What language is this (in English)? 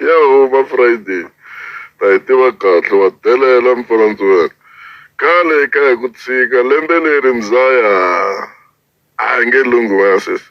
Tsonga